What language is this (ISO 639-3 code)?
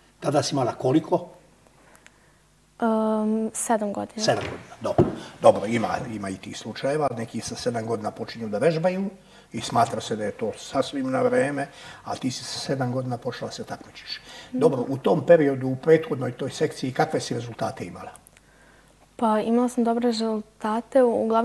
srp